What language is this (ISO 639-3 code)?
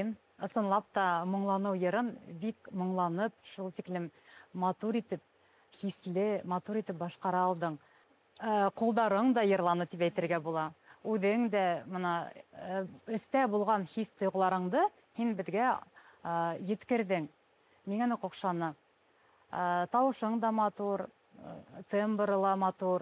bak